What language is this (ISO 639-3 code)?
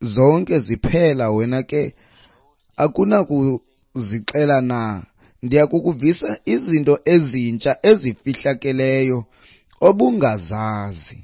xho